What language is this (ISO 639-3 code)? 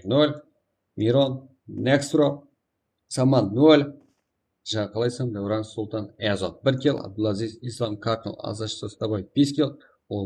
kaa